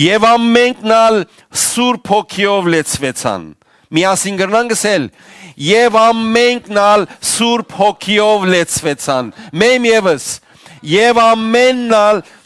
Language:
Western Armenian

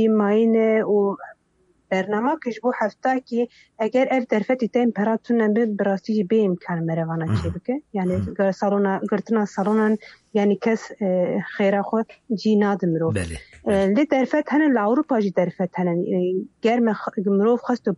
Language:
Kurdish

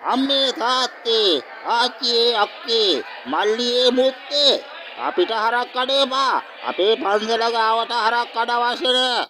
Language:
Sinhala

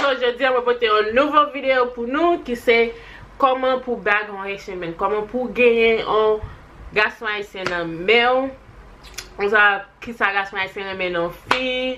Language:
Haitian Creole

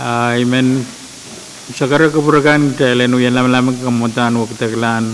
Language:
Pohnpeian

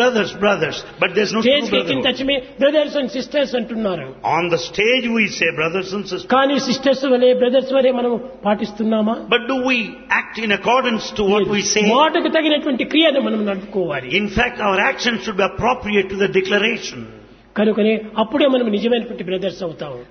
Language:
Telugu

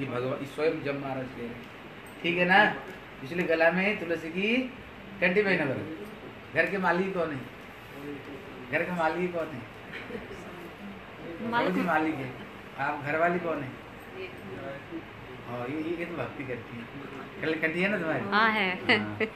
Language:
Hindi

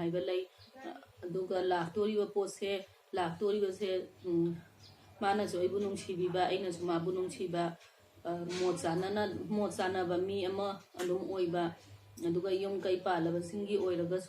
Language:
Manipuri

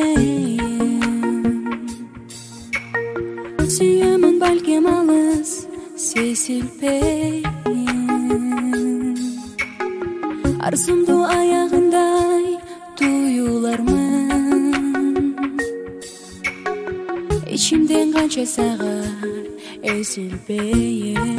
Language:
Kazakh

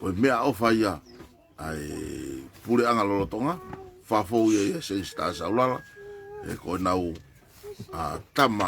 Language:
Tongan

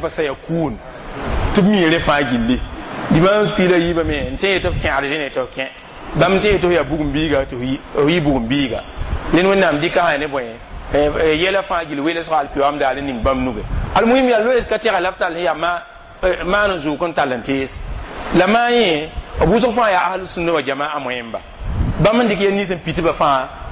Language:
Mossi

